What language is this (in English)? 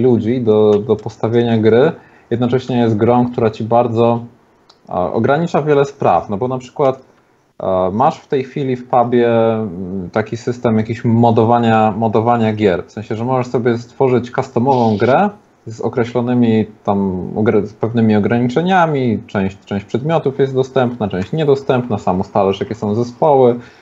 Polish